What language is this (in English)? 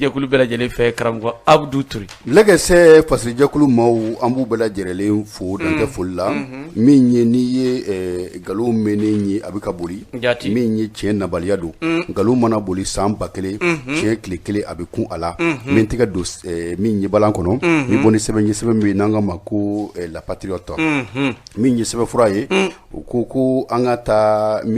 Bambara